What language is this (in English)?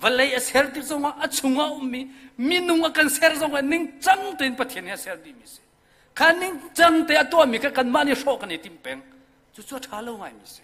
Hakha Chin